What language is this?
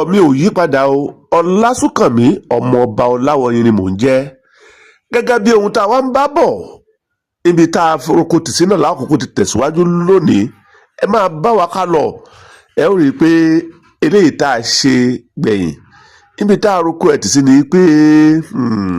Yoruba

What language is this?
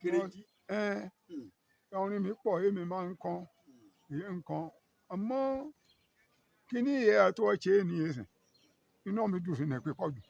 Yoruba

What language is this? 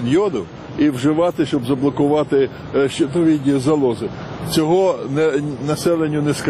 Ukrainian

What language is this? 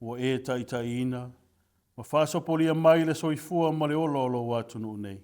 Samoan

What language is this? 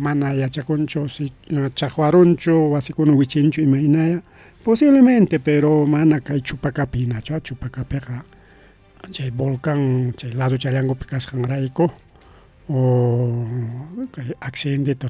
Ayacucho Quechua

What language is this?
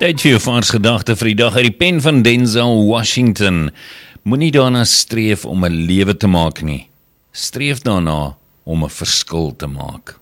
Afrikaans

